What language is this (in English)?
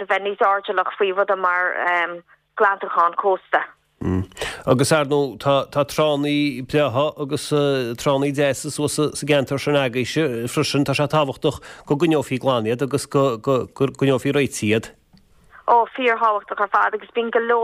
Irish